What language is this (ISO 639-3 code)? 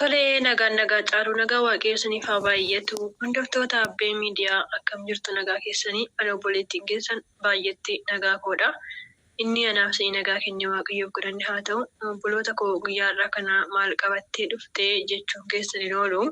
orm